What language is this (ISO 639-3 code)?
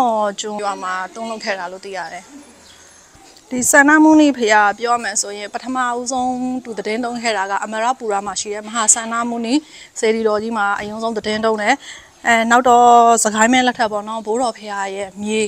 mya